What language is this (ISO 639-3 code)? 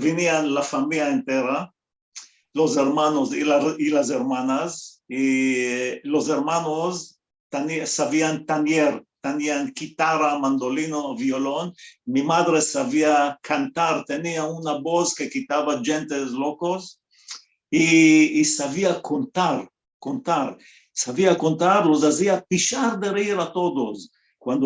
lad